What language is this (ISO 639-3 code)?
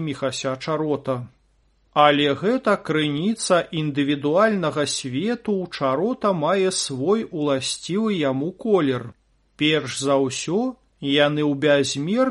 bel